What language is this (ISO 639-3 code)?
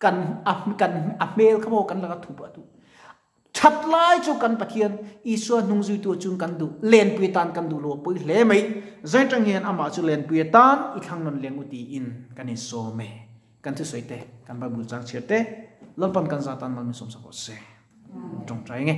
lus